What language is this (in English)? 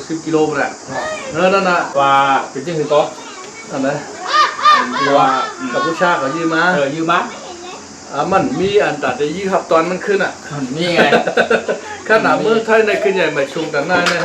Shan